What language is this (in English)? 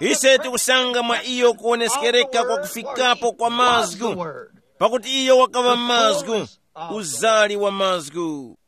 Tumbuka